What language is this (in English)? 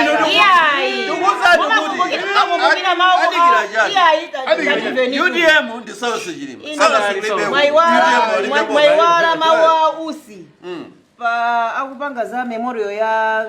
Nyanja